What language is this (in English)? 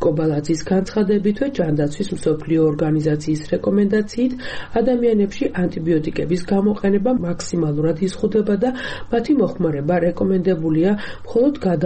Georgian